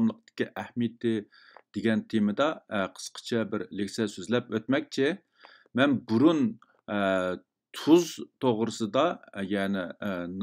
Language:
Uyghur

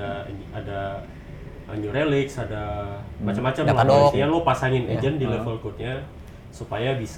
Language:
Indonesian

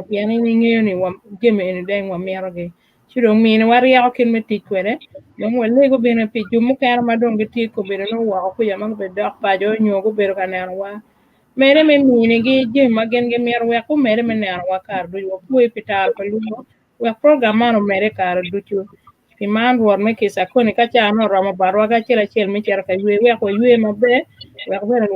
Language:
Acoli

